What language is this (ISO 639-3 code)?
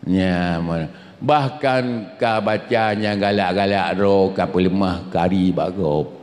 ace